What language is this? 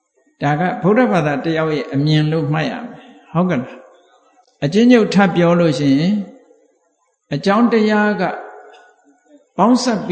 Burmese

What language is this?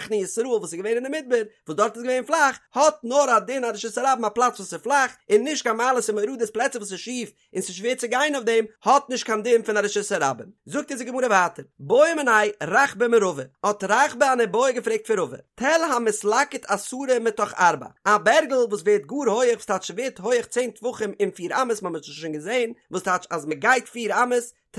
Yiddish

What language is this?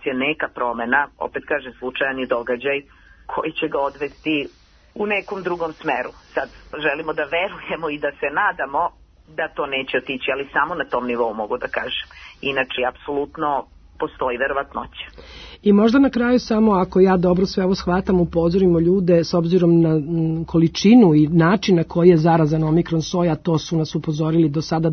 Serbian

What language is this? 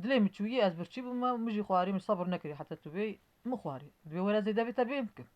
Kurdish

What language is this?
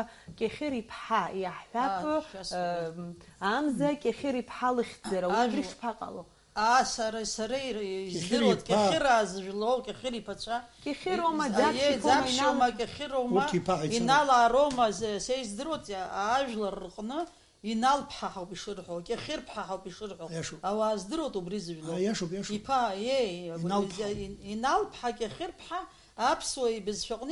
Abkhazian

